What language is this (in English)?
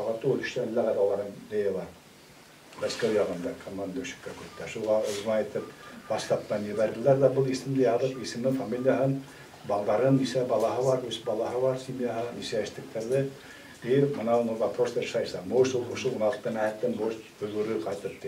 Bashkir